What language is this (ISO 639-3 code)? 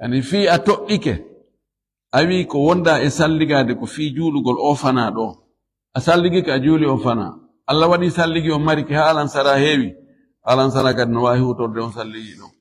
ful